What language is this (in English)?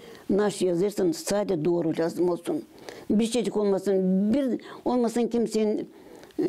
Gagauz